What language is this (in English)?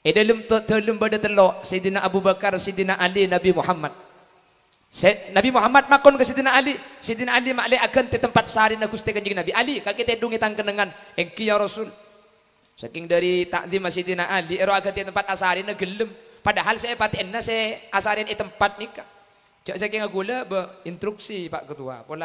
Madurese